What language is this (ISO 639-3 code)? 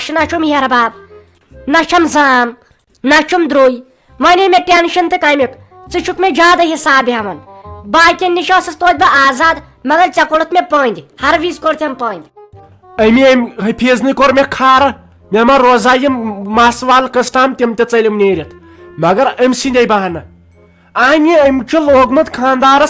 kas